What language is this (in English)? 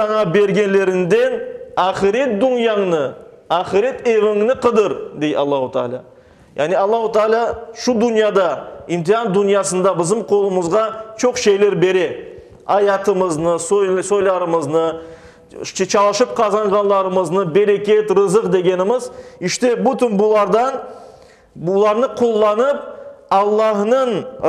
Crimean Tatar